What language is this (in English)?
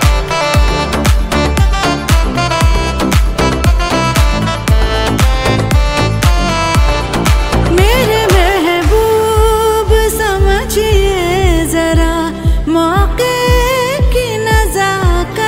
Hindi